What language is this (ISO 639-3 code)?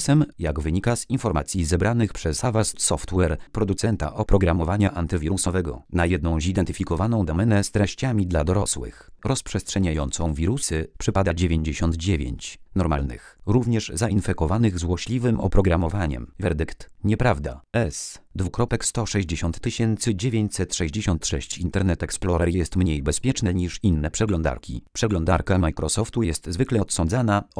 pol